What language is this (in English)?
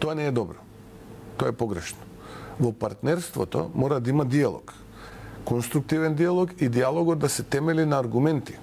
Macedonian